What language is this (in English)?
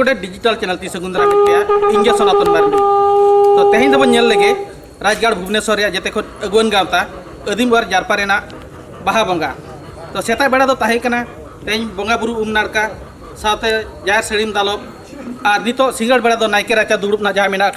Santali